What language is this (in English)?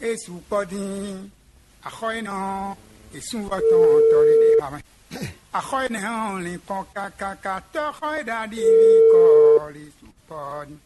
Fon